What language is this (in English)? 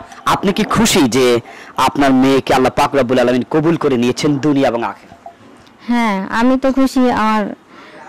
Bangla